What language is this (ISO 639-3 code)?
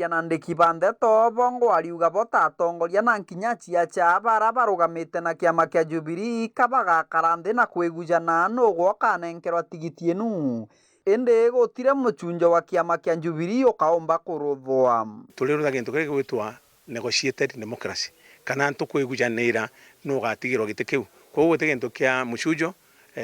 mer